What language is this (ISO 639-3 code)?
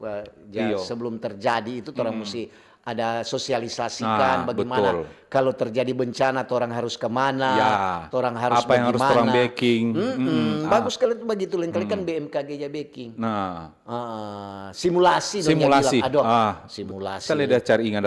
xmm